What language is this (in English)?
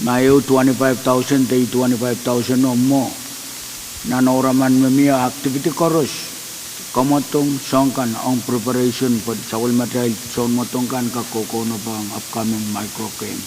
Pohnpeian